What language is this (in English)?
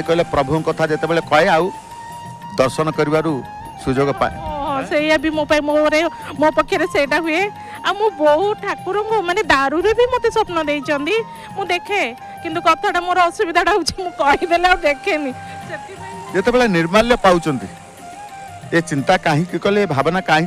Odia